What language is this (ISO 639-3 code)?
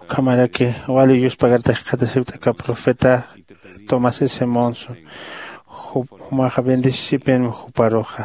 aym